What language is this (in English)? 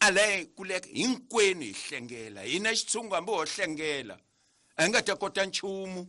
Tsonga